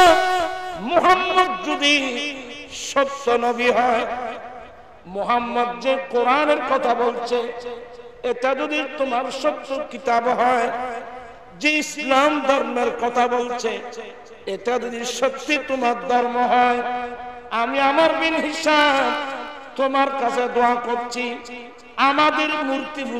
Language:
Bangla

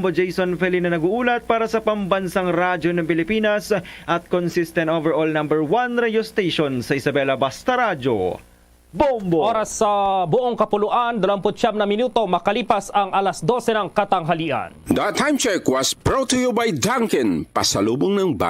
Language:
Hiligaynon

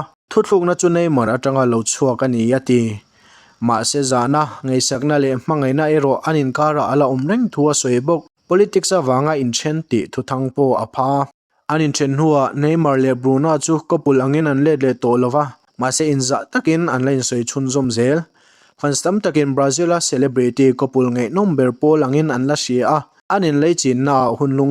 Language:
Mizo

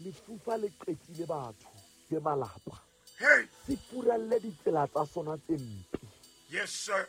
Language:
Southern Sotho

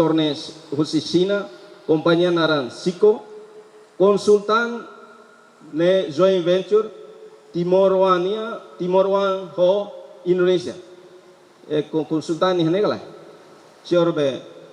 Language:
Tetum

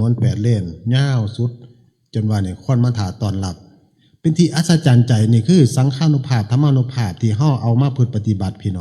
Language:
Northeastern Thai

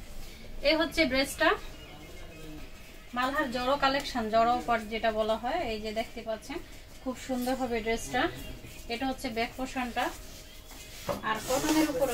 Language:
Bangla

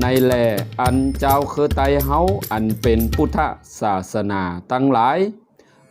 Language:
Shan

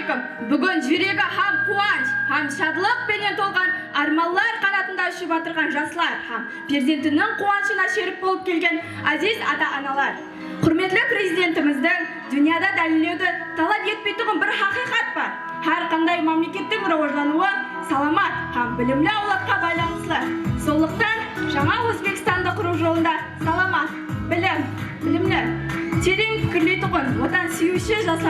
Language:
Kara-Kalpak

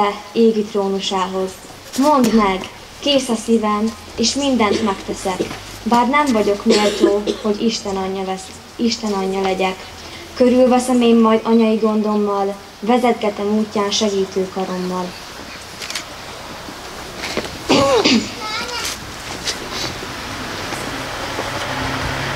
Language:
Hungarian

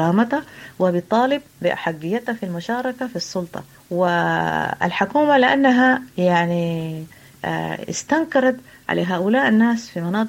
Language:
Sudanese Arabic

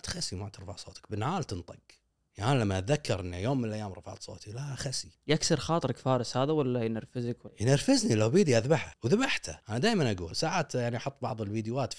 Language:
Gulf Arabic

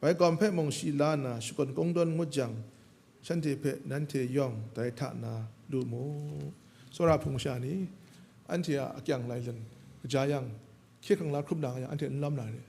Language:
Kachin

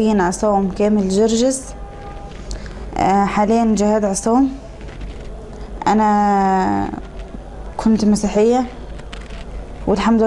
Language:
Egyptian Arabic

